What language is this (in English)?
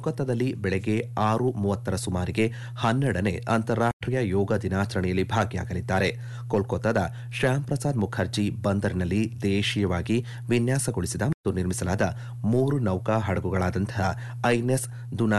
Kannada